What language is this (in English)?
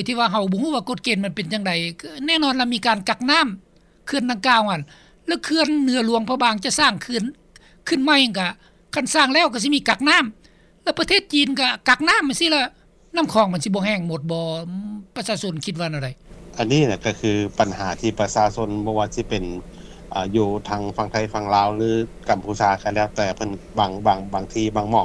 Lao